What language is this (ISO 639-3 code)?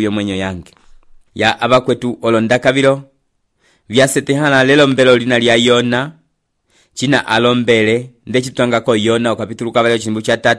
umb